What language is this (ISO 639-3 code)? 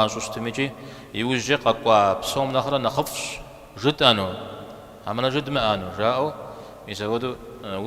kbd